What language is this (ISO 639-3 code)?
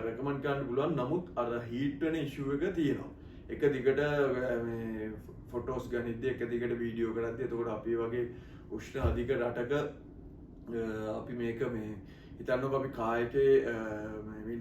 sin